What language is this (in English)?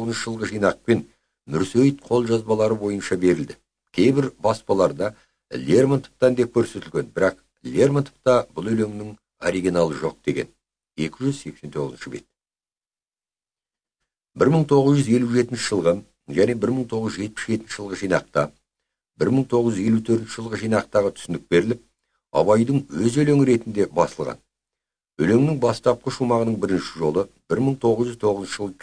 Kazakh